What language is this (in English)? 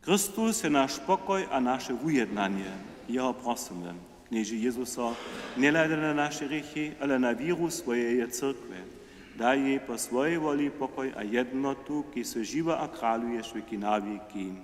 Upper Sorbian